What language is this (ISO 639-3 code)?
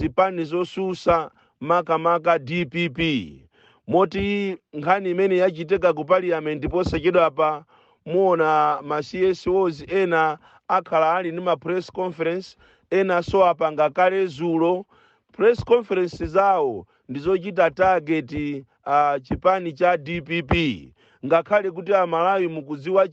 nya